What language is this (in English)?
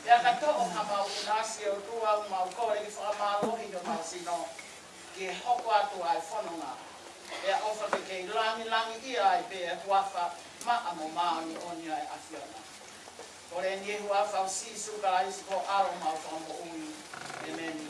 Tongan